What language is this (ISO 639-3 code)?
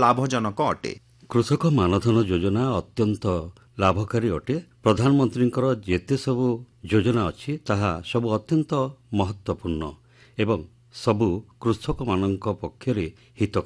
ori